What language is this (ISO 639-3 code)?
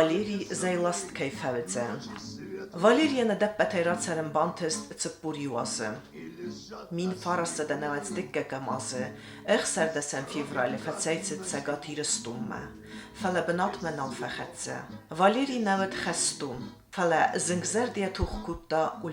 oss